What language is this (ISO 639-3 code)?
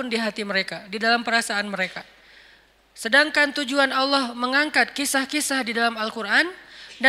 ind